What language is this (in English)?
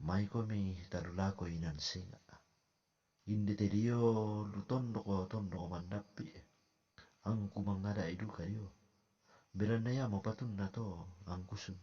Toraja-Sa'dan